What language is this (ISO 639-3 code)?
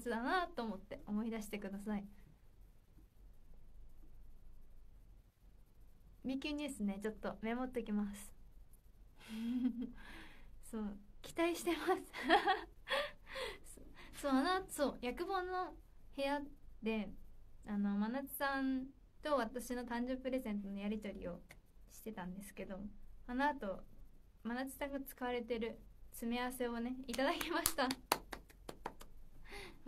jpn